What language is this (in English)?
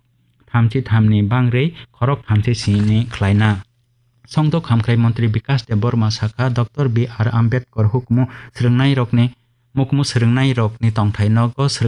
Kok Borok